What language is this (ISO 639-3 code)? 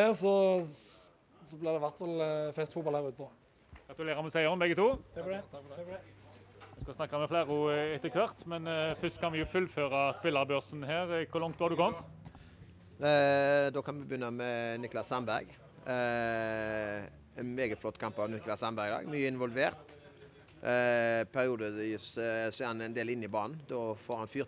nor